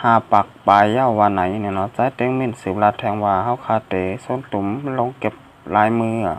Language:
Shan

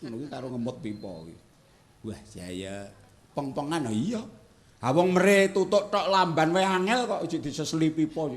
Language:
Javanese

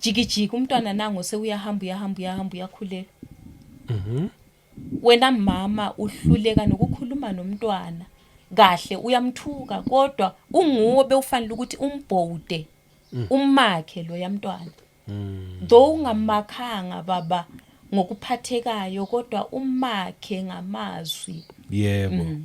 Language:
Zulu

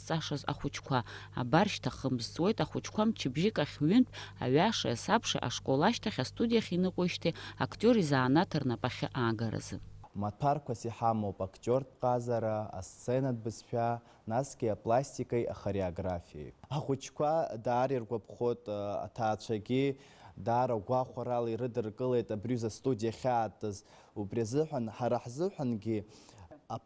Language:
Abkhazian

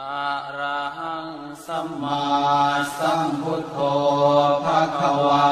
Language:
Pali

